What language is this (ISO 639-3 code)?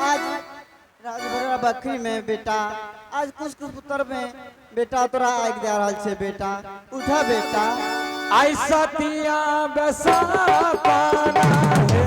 anp